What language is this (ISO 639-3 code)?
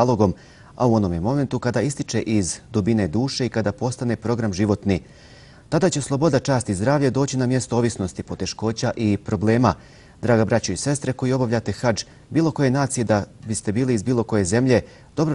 bos